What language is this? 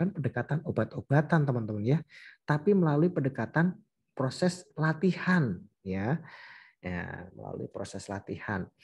Indonesian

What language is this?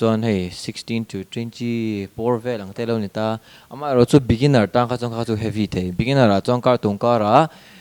Mizo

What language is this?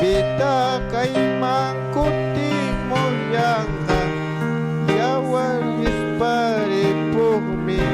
Ayacucho Quechua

